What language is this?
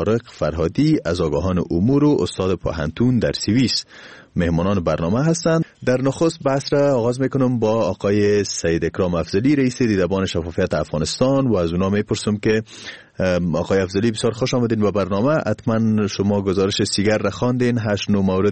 Persian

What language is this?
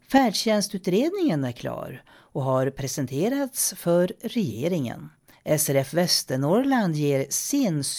Swedish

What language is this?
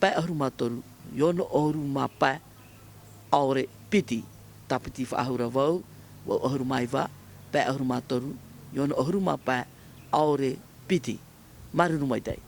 Tahitian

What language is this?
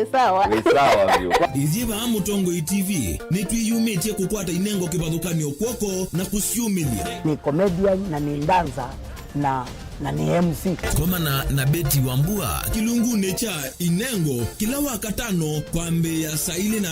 Kamba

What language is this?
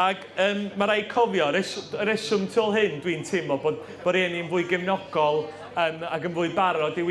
Welsh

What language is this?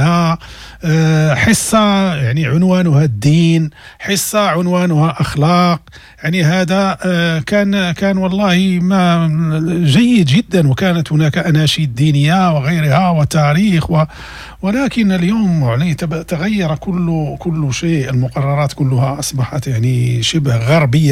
Moroccan Arabic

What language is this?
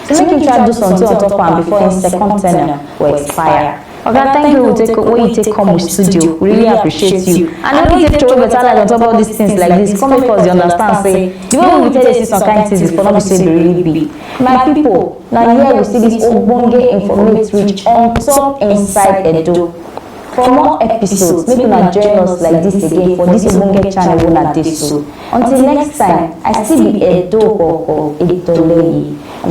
Nigerian Pidgin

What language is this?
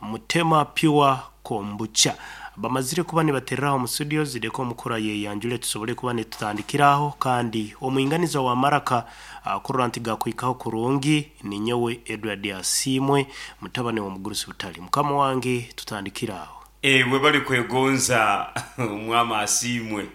Nyankole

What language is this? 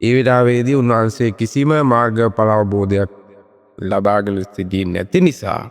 Sinhala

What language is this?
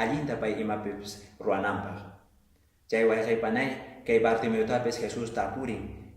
Quechua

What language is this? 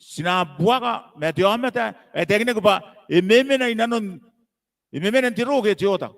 Gilbertese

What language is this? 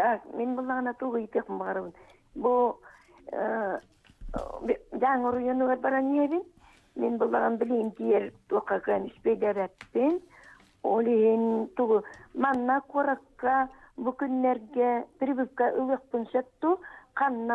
Yakut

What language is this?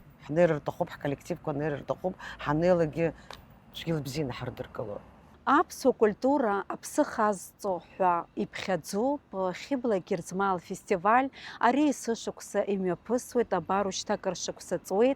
Abkhazian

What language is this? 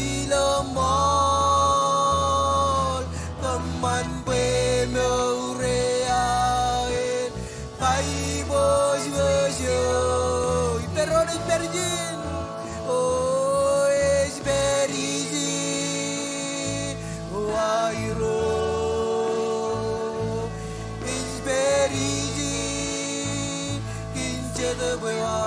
Marshallese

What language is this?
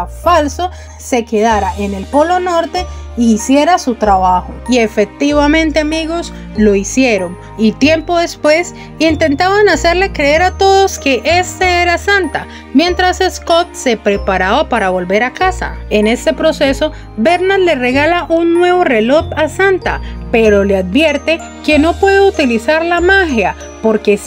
Spanish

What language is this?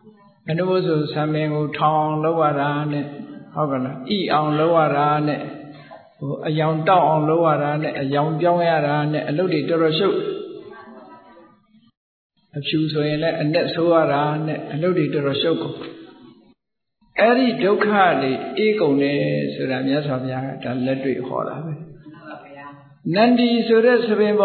Burmese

